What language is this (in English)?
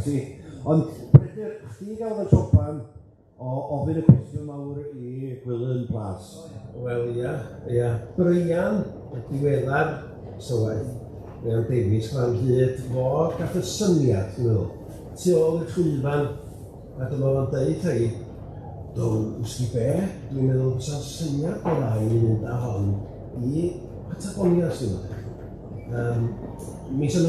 Welsh